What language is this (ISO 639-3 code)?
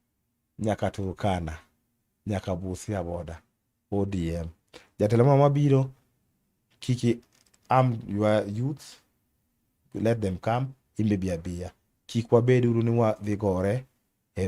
luo